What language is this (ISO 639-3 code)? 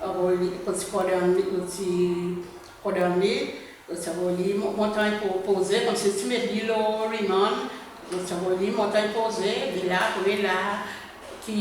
crs